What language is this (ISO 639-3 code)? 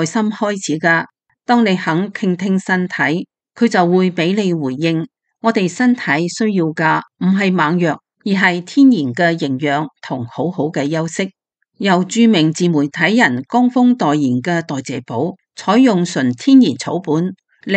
yue